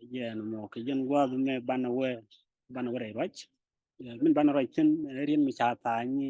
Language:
Nuer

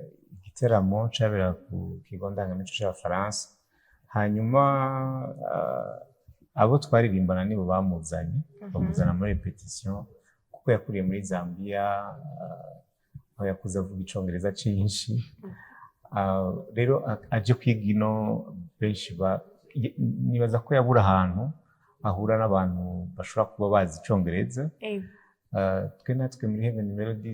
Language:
Rundi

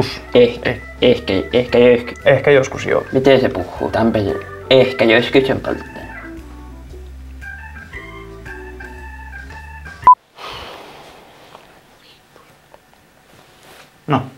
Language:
Finnish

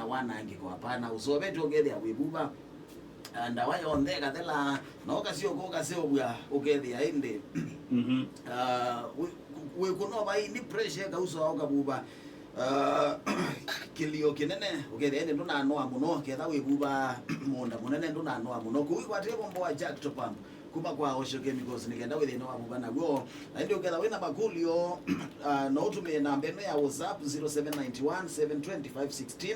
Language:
Kamba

